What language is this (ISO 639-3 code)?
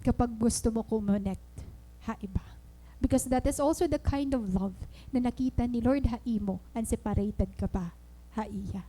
war